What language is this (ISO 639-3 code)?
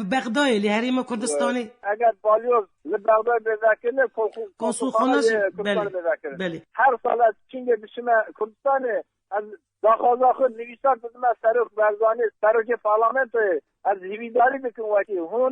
kur